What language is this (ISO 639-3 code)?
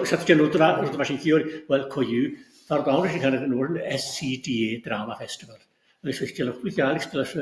gla